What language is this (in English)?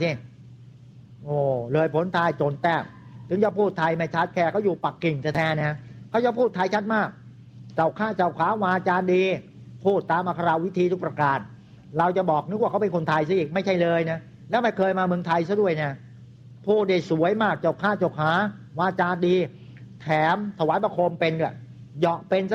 Thai